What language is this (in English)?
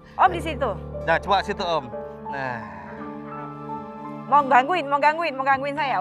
Indonesian